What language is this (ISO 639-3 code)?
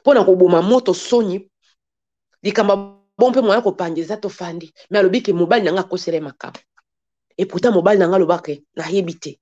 lin